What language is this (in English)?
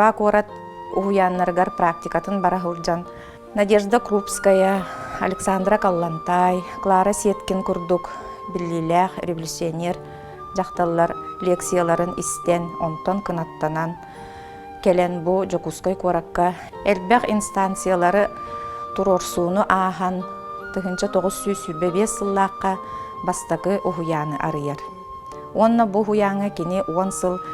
Yakut